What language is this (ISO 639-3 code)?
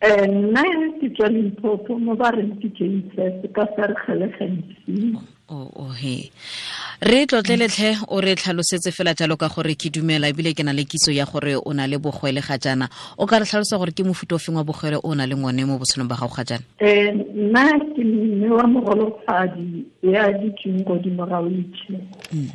tsn